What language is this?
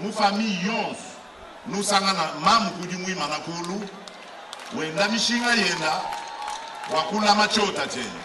Luba-Lulua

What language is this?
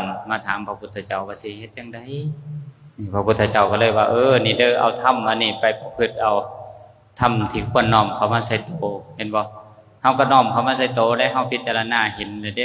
Lao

